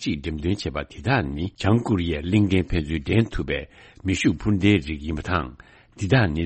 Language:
Tibetan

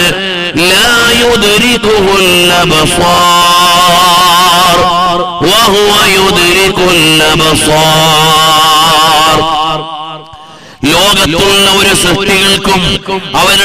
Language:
Malayalam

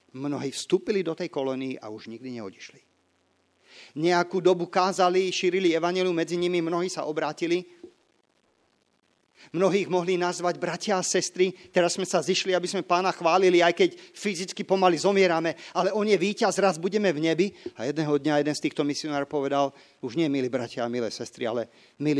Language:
Slovak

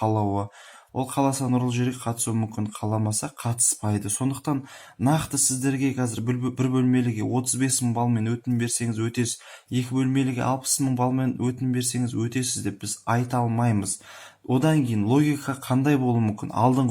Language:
Kazakh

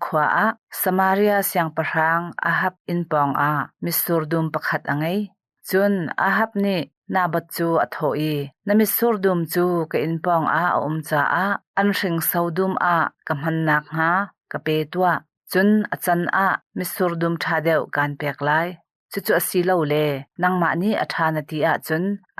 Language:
Hakha Chin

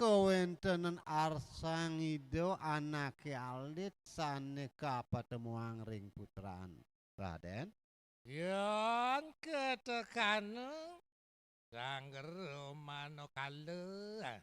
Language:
Balinese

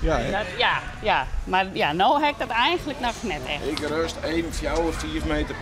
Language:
Western Frisian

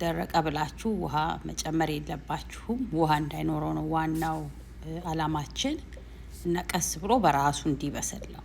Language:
Amharic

